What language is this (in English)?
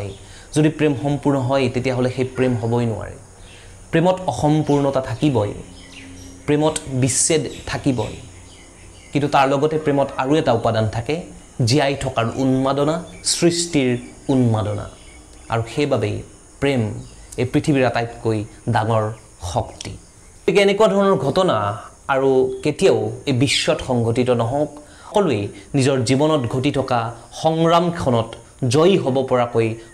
Assamese